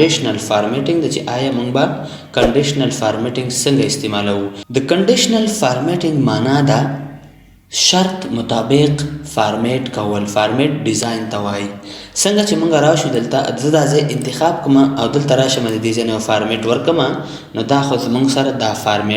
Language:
Pashto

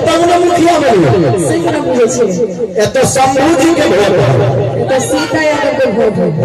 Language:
Maithili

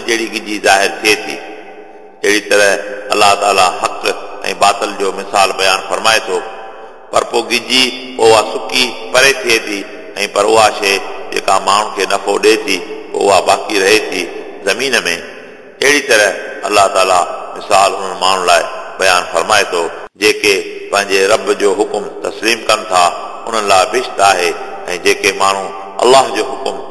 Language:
Sindhi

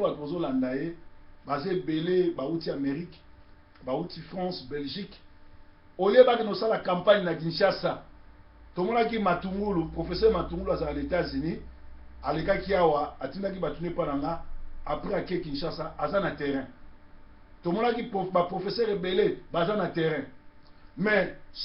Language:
Lingala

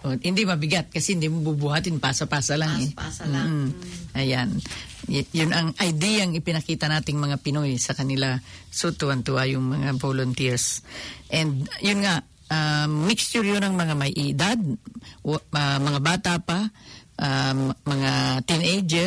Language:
Filipino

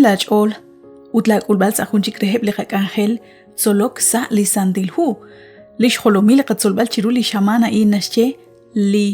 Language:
Kekchí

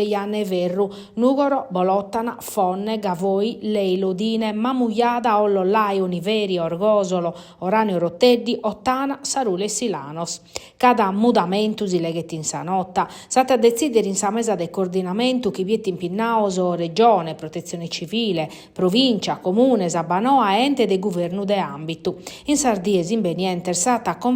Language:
Sardinian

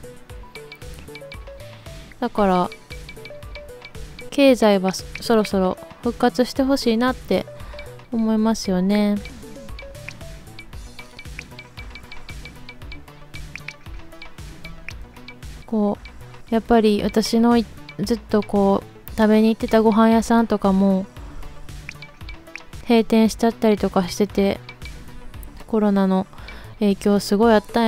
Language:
Japanese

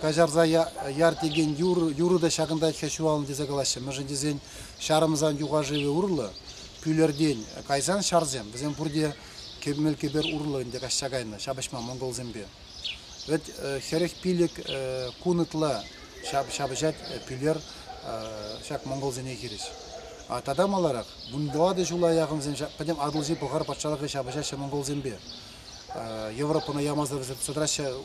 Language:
Chuvash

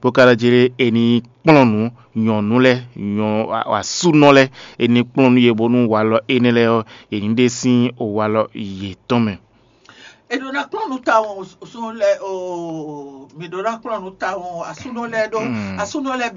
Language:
Fon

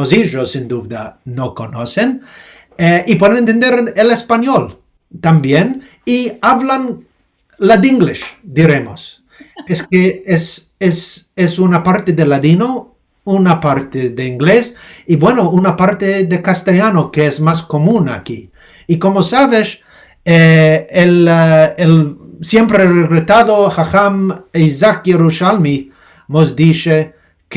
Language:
Ladino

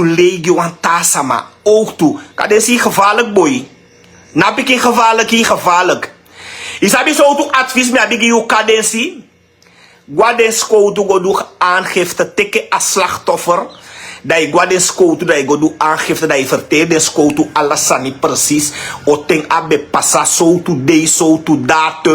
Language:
Sranan Tongo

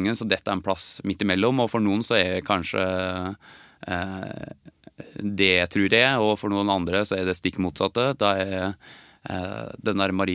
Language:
Norwegian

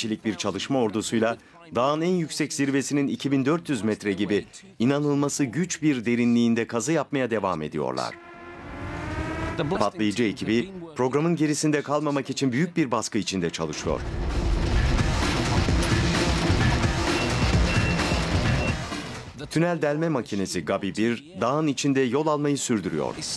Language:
Turkish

